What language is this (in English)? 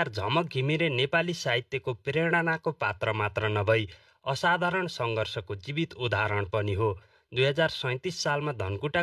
Nepali